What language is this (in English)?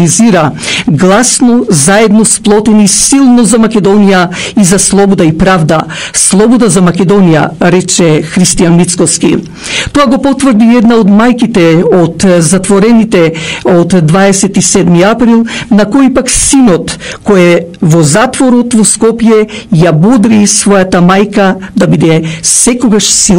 Macedonian